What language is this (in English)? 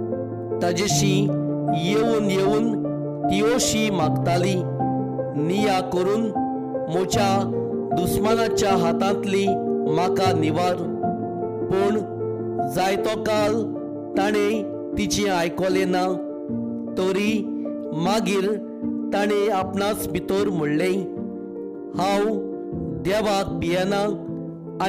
Konkani